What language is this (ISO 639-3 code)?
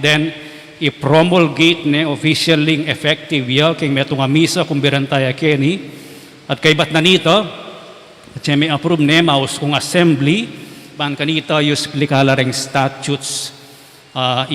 pam